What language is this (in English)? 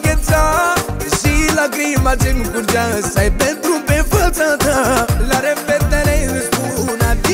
Romanian